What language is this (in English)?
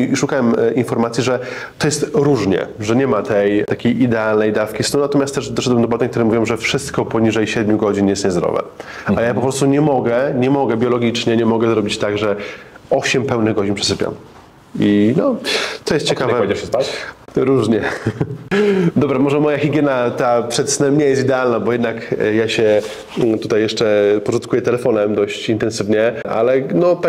Polish